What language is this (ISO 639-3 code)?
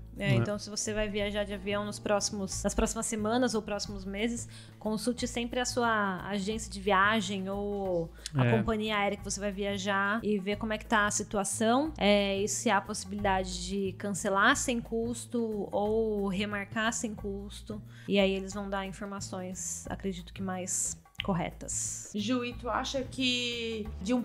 por